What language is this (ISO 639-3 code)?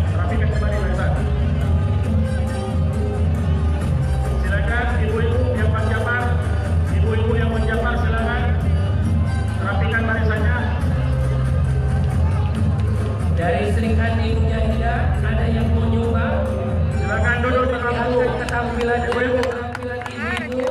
ind